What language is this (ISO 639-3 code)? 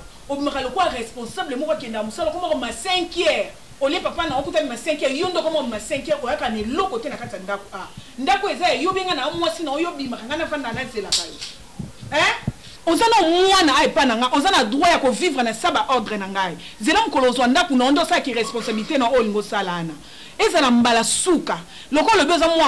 lin